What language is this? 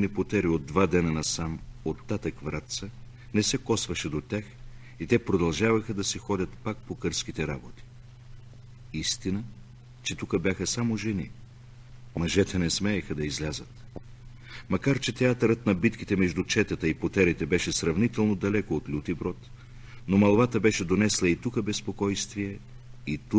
Bulgarian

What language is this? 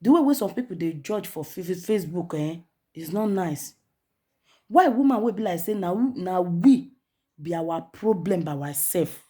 Nigerian Pidgin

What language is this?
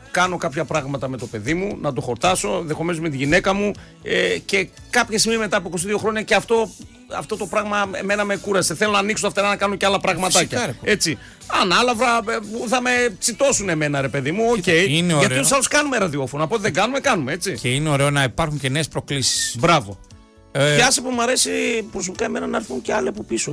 Greek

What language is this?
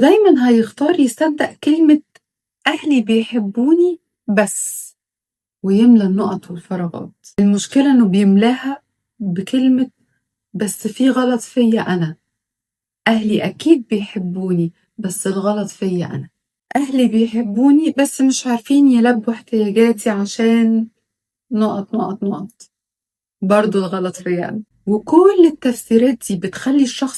Egyptian Arabic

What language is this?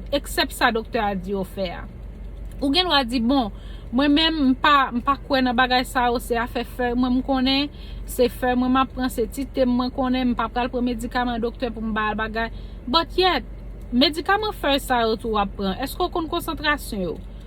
Haitian Creole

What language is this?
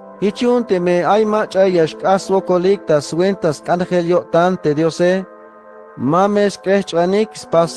Tzeltal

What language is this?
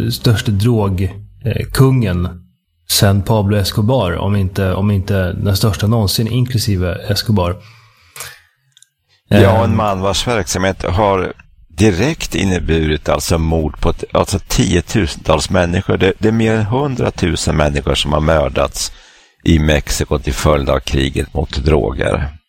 Swedish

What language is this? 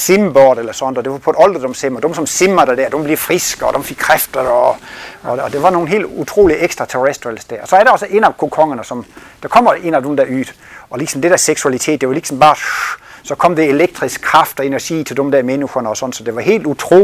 Danish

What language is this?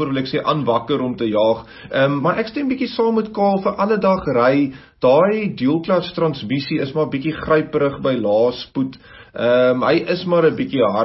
Afrikaans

